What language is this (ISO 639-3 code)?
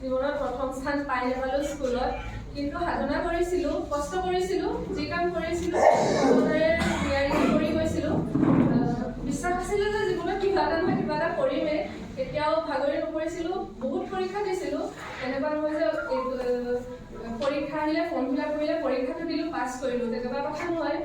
asm